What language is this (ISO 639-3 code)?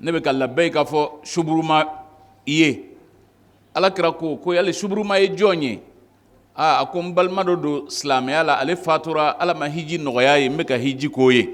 bam